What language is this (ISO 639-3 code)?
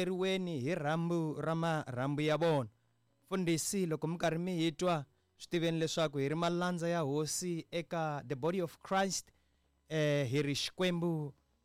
tso